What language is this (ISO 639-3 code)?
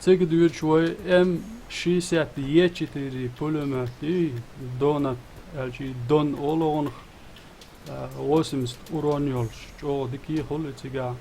che